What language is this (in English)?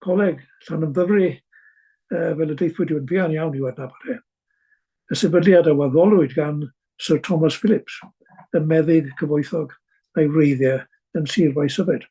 Welsh